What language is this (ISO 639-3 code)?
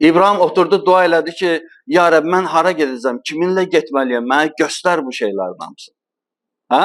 aze